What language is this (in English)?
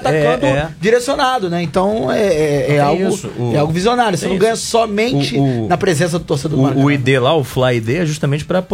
Portuguese